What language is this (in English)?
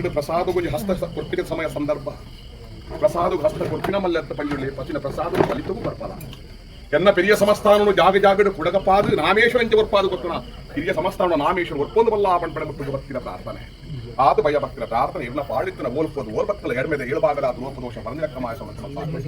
Tulu